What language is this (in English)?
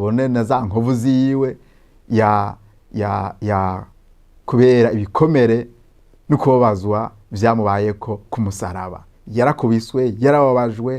Rundi